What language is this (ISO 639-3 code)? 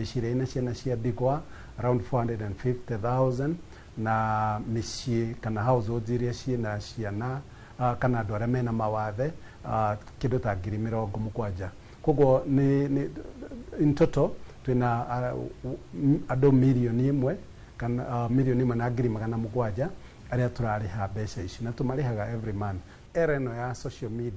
kik